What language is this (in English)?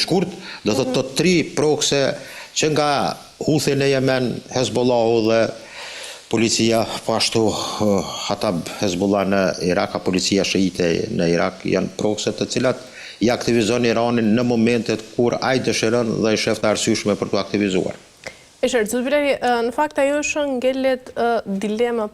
Albanian